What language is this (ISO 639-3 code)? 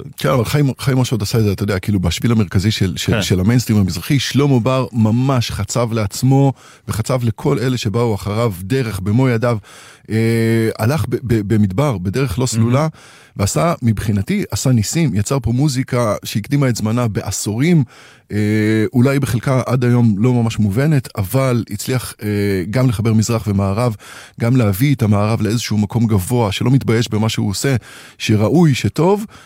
heb